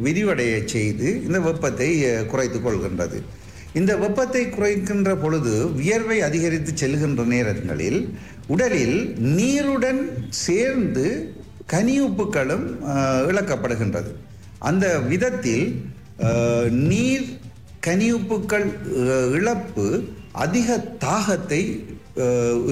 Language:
Tamil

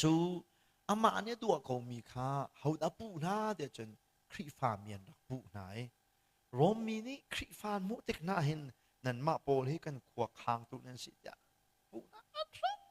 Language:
Hakha Chin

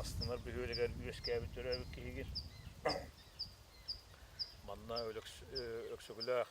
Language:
Yakut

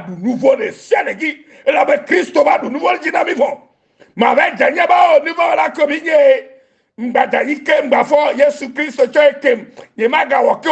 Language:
Ewe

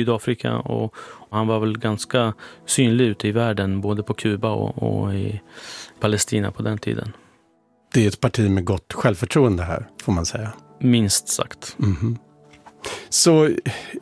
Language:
Swedish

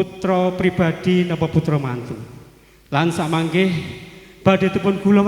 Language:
Javanese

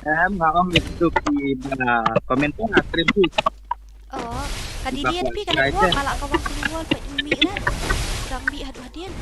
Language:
Khasi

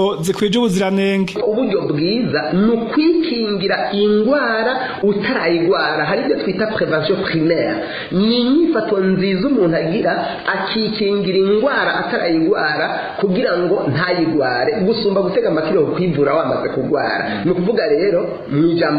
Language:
Rundi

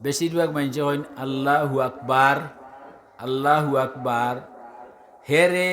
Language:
Sylheti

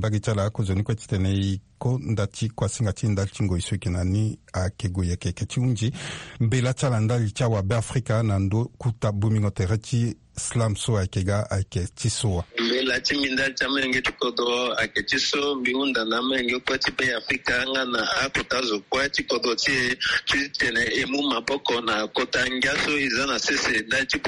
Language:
Sango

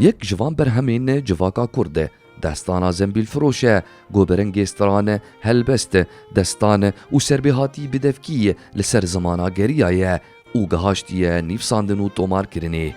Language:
Kurdish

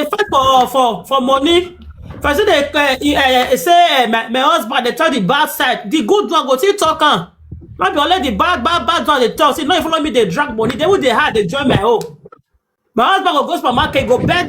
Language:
Nigerian Pidgin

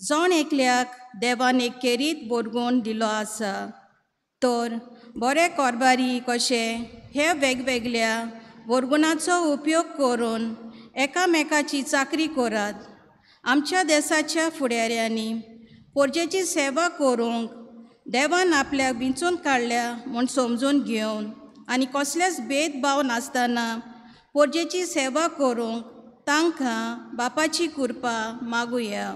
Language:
Konkani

